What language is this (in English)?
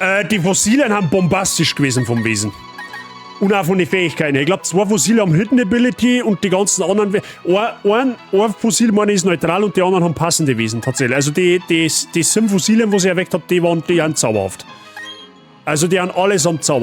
Bavarian